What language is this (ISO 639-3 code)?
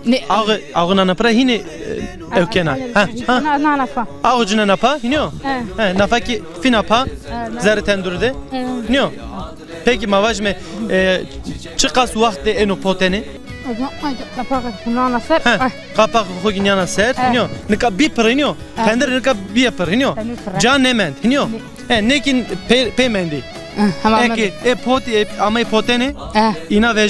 zza